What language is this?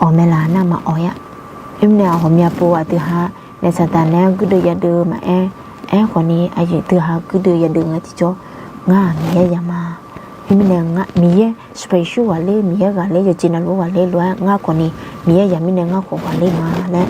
Akha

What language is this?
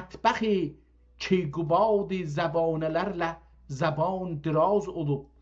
South Azerbaijani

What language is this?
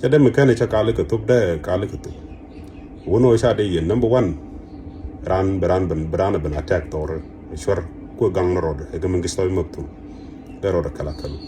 Nuer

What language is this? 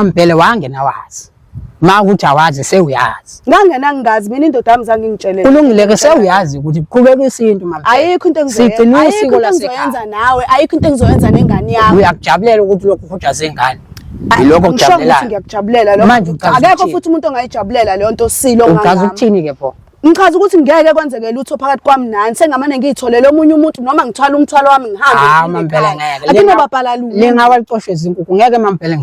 Zulu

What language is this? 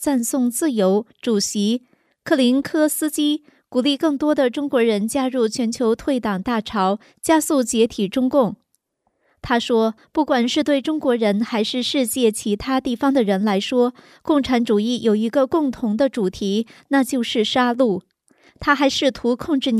Chinese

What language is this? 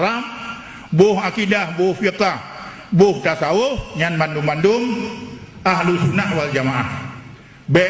Achinese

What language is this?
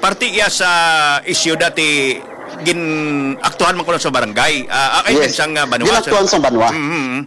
Hiligaynon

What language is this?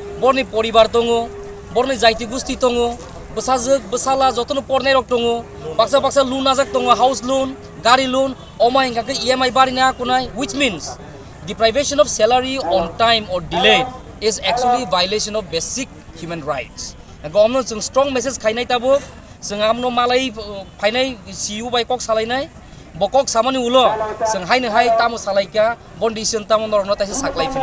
Kok Borok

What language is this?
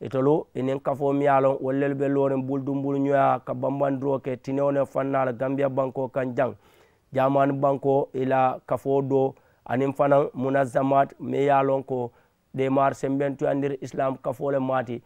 Mandingo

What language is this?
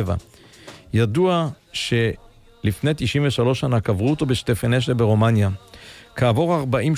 Hebrew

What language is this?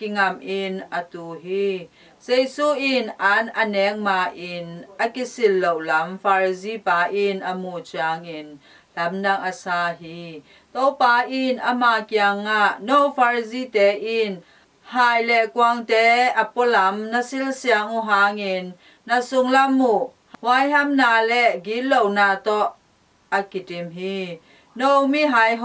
Tedim Chin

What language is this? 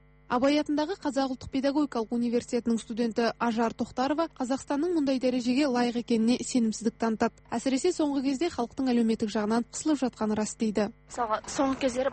Kazakh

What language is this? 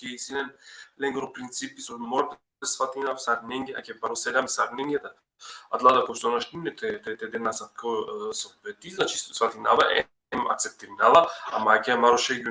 Balkan Romani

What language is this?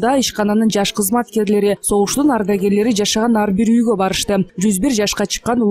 Kyrgyz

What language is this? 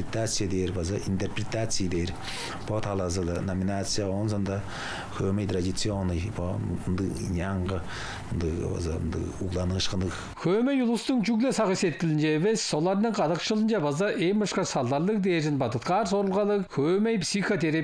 Tuvinian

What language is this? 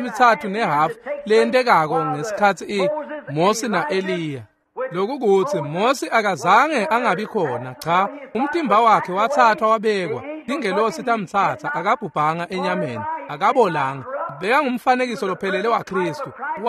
Swati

